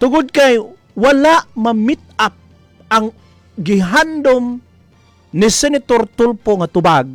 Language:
Cebuano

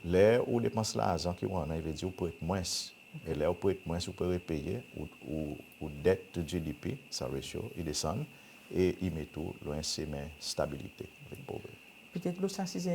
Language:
Seselwa Creole French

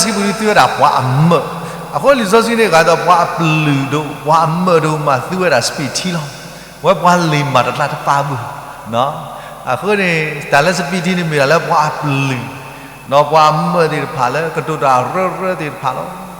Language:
S'gaw Karen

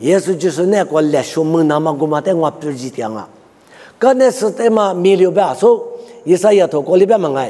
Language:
Lisu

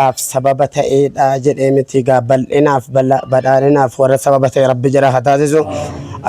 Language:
Oromo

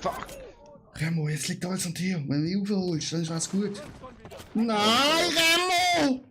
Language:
Swiss German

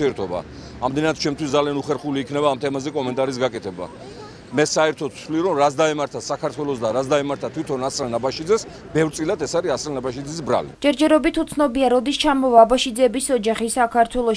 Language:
Georgian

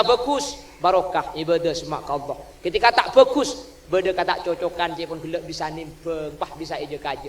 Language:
Madurese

